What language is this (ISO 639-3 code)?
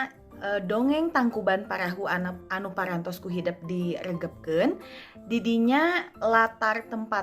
sun